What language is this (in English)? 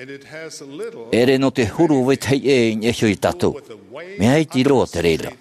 Tahitian